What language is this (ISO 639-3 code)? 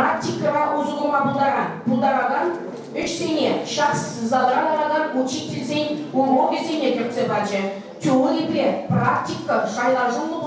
chv